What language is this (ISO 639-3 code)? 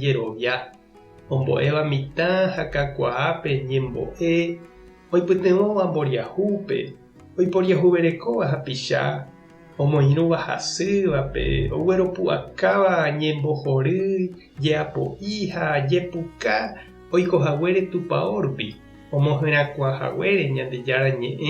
grn